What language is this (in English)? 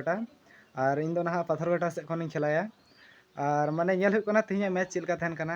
Santali